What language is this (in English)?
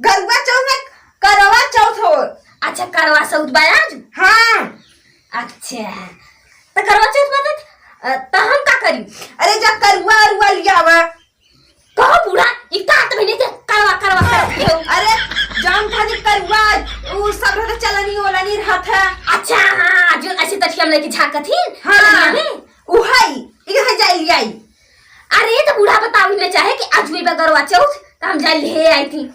Awadhi